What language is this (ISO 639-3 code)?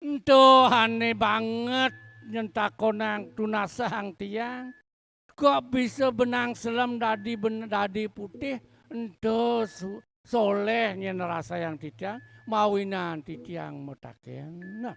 ban